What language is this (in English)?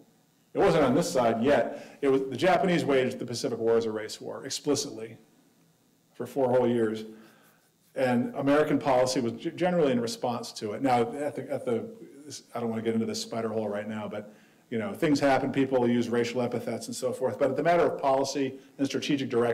English